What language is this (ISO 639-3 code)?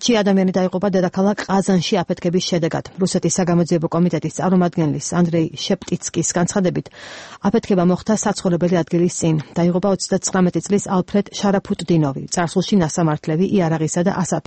kat